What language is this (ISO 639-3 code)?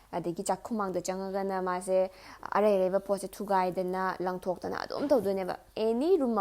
mni